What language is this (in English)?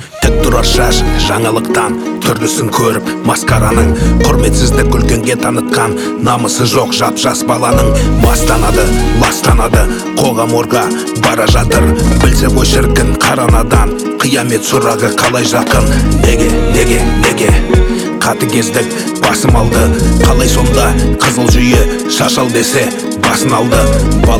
Kazakh